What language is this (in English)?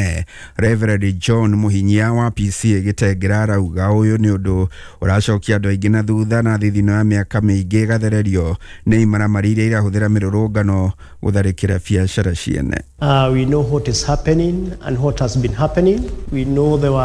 Kikuyu